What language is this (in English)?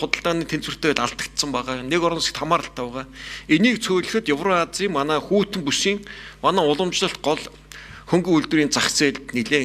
Mongolian